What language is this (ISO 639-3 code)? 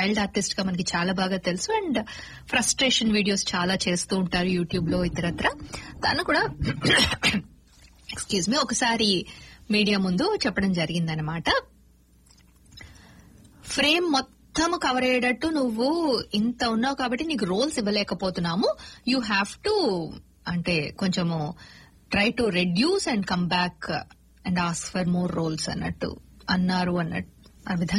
tel